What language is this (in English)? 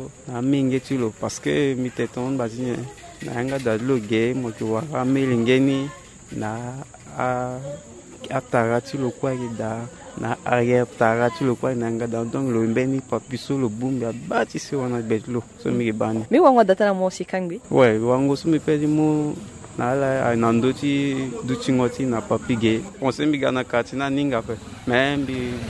Sango